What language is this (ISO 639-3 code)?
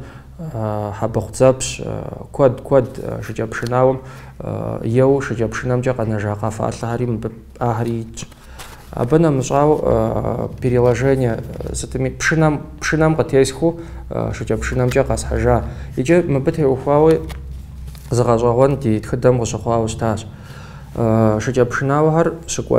kbd